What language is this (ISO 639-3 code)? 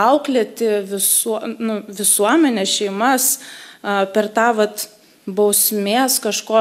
lit